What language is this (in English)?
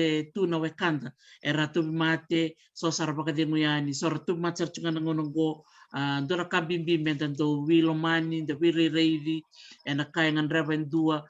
Fijian